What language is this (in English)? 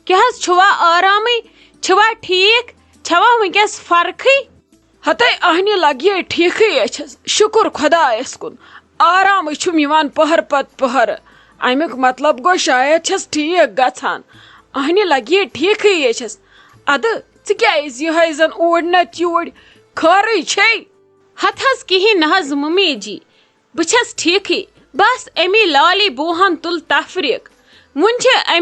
Kashmiri